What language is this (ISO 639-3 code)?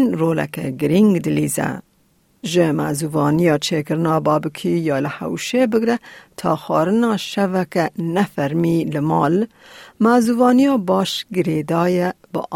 kur